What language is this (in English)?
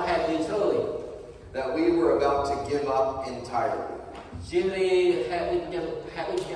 Central Mnong